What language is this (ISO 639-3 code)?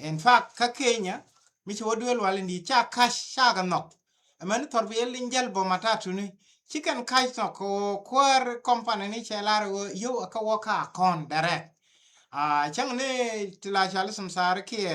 nus